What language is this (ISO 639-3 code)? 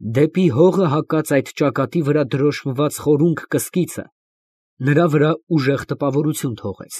hye